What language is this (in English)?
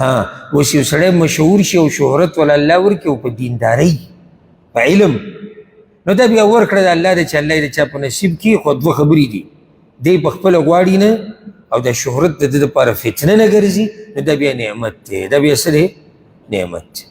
Pashto